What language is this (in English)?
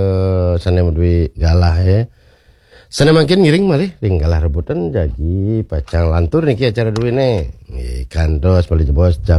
Balinese